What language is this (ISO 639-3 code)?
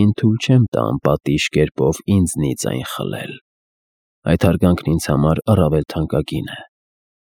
hye